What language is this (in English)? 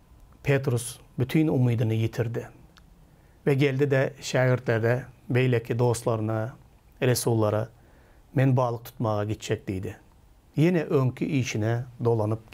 Turkmen